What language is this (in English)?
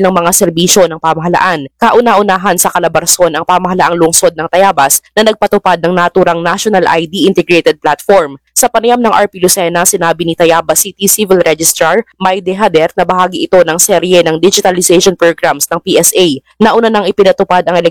Filipino